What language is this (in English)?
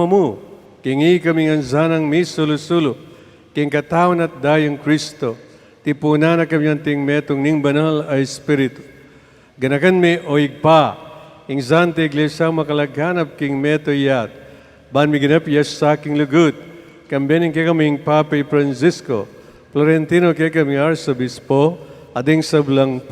Pampanga